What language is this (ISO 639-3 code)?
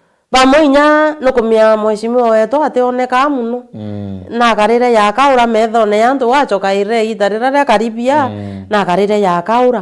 mer